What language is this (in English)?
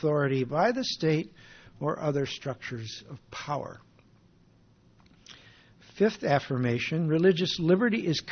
English